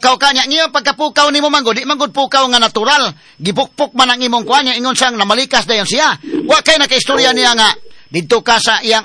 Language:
Cebuano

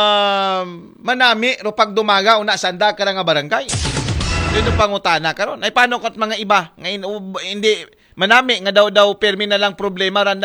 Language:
Aklanon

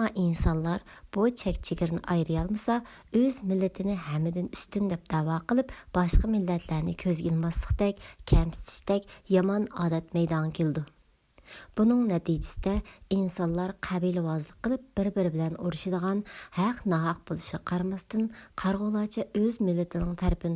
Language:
Uyghur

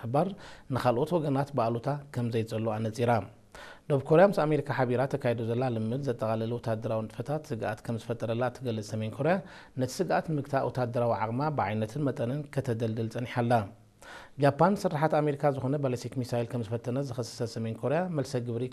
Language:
Tigrinya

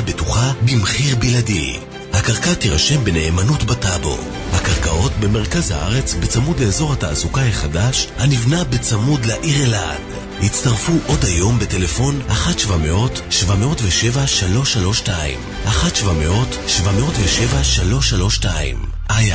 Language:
Hebrew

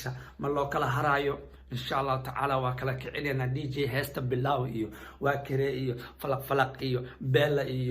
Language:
Somali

